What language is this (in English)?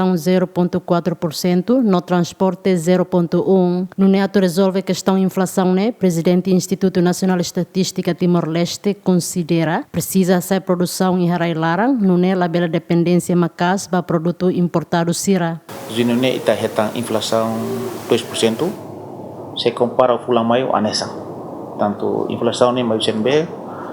Tetum